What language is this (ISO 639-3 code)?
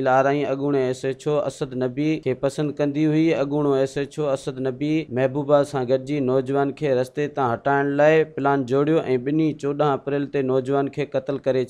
snd